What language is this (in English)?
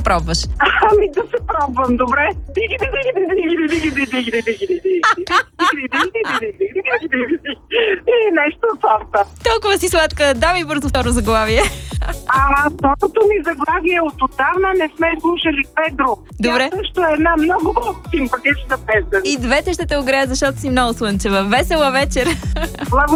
Bulgarian